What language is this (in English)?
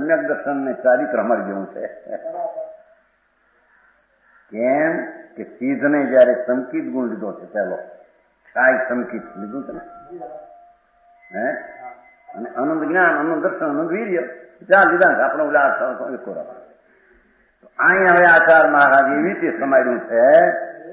Gujarati